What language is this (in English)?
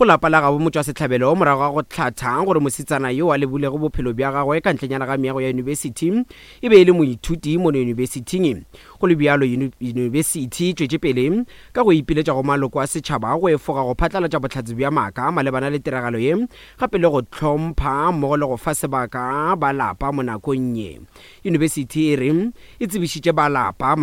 Northern Sotho